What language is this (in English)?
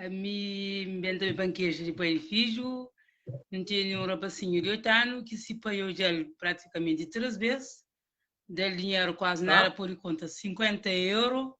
Kabuverdianu